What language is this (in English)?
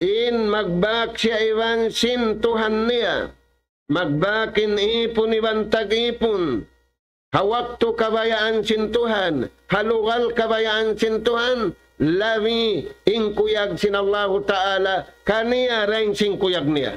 Tausug